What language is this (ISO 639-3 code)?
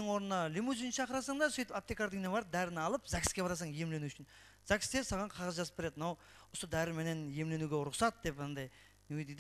kaa